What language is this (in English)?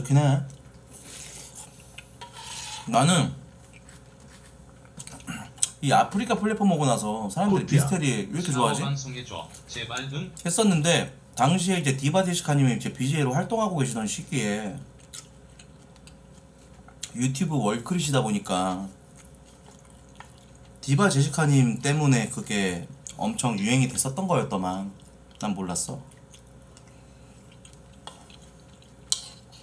Korean